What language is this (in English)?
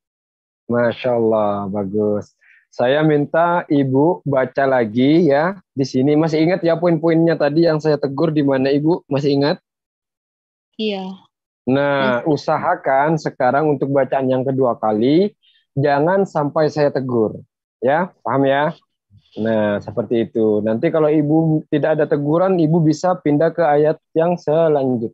Indonesian